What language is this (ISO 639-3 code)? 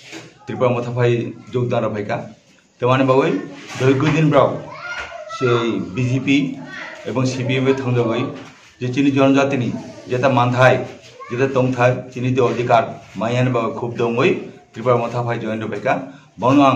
ria